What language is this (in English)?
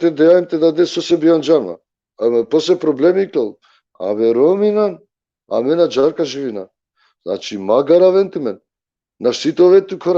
Balkan Romani